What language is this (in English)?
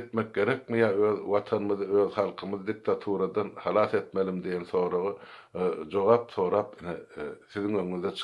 Turkmen